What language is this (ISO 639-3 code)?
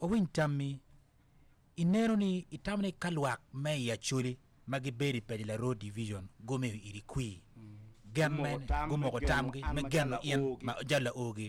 ach